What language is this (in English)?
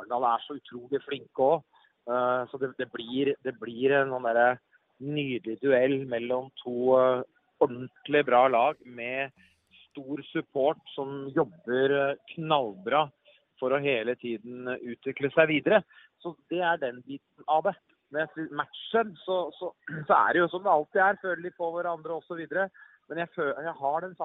Norwegian